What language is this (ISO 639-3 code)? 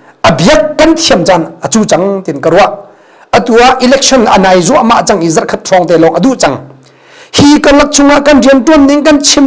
cnh